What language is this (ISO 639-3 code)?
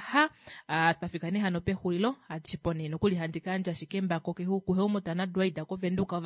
kua